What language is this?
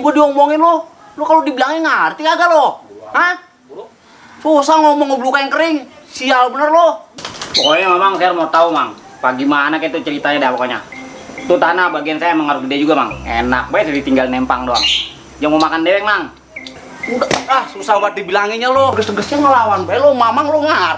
Betawi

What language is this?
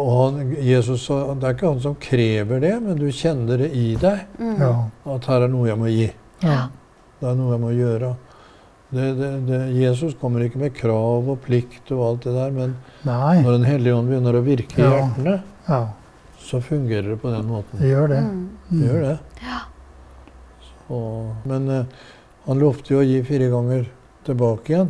Norwegian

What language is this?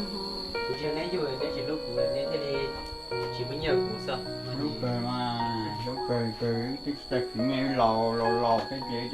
Hmong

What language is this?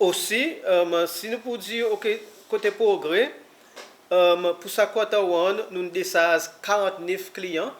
Seselwa Creole French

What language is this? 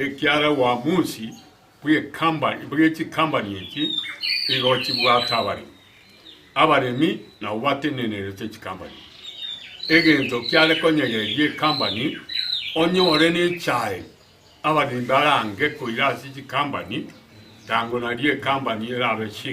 Gusii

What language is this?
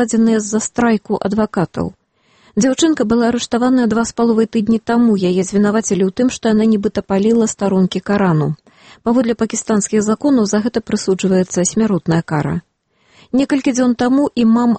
Belarusian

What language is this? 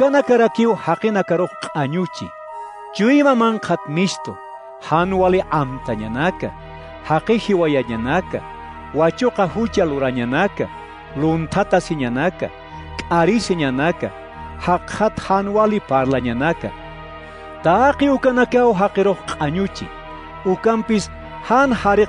Aymara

